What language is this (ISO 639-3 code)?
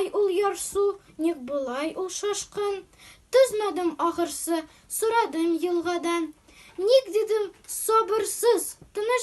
tat